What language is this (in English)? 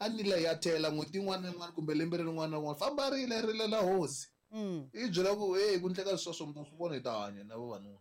Tsonga